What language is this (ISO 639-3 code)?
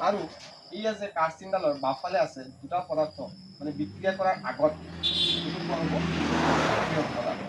asm